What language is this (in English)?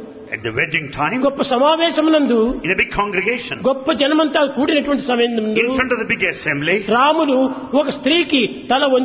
Telugu